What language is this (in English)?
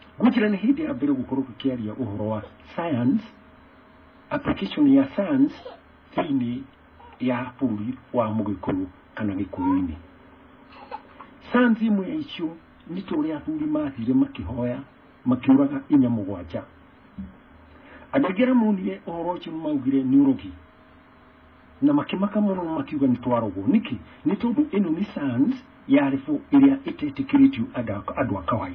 Kikuyu